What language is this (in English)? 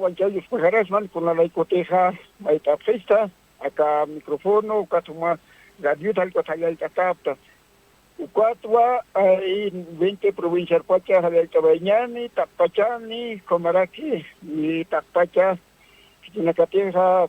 Aymara